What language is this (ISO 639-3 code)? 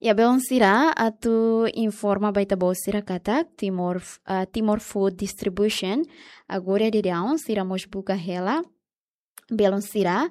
tet